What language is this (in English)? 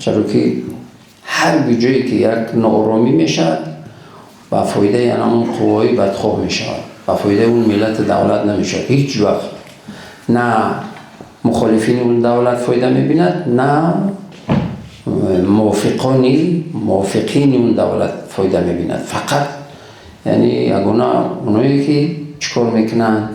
Tajik